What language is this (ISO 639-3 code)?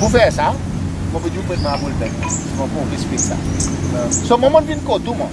crs